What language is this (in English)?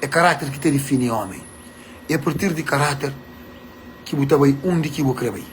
Kabuverdianu